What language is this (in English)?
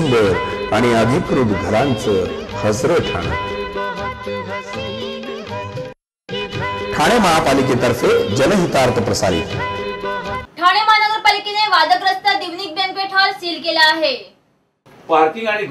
Marathi